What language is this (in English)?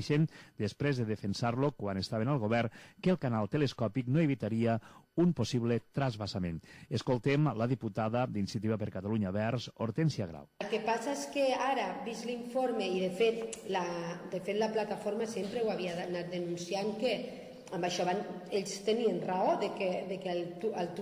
Catalan